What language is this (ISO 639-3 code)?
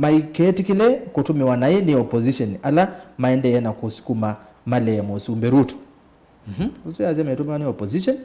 kam